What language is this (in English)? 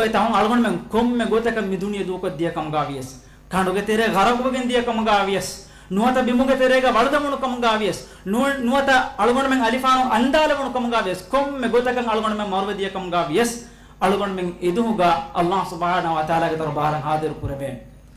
Divehi